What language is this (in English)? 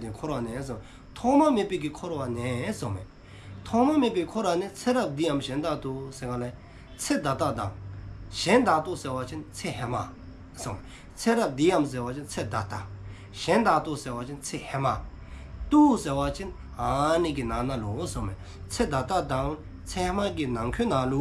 Dzongkha